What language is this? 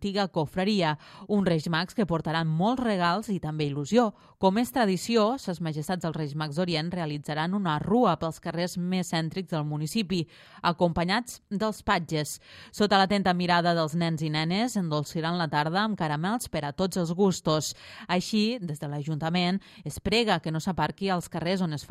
Catalan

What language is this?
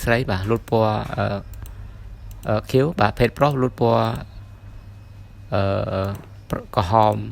Khmer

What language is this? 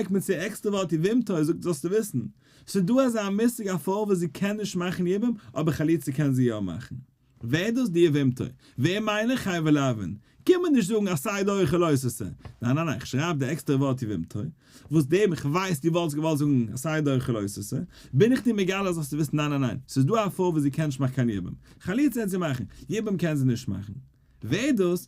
Yiddish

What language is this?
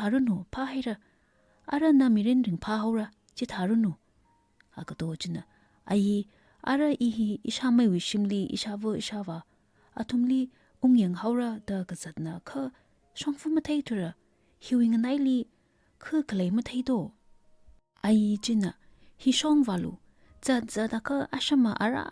Tangkhul Naga (India)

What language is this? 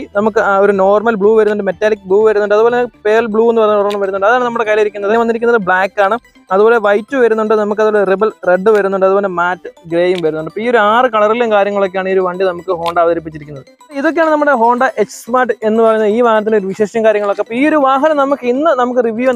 Malayalam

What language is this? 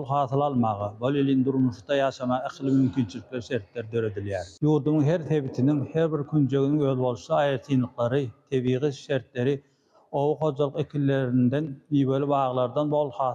Turkmen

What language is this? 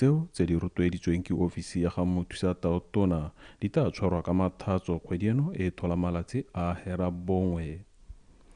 Tswana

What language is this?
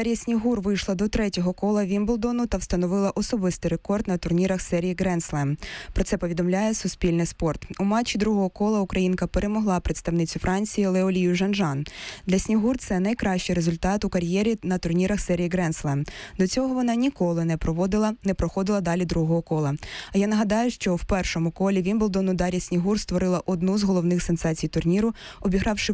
Ukrainian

